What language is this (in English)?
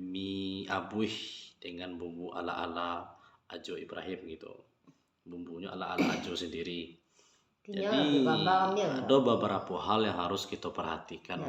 Minangkabau